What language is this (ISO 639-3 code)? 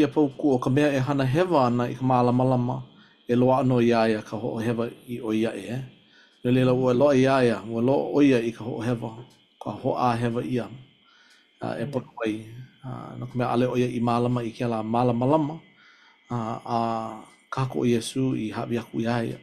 haw